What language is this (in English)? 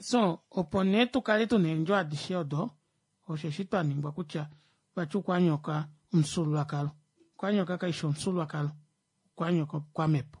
Kuanyama